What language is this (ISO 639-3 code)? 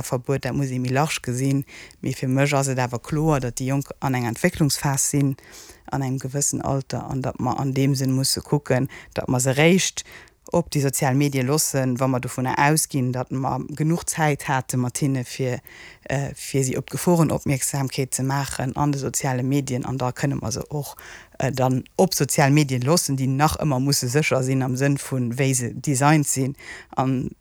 ltz